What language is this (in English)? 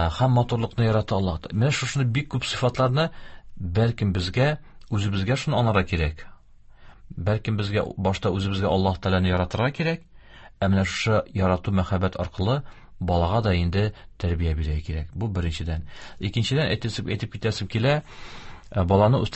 Tatar